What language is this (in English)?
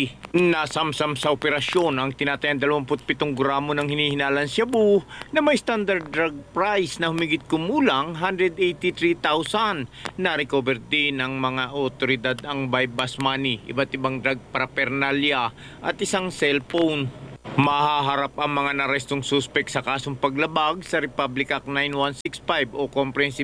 Filipino